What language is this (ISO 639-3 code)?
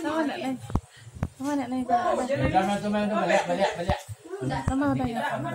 min